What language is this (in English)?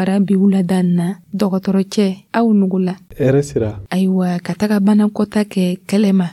Dyula